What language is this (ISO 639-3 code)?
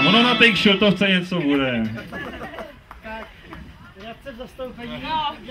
ces